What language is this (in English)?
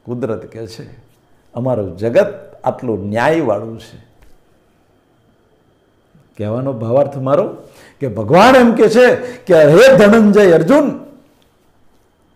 Gujarati